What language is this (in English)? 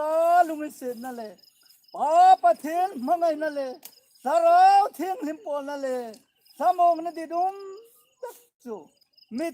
Hmar